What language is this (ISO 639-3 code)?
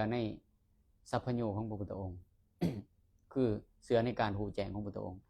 lao